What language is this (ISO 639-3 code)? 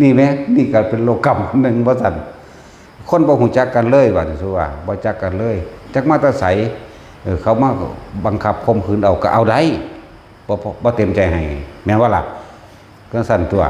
tts